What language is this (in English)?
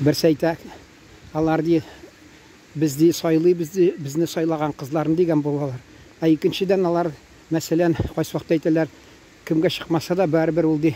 Tatar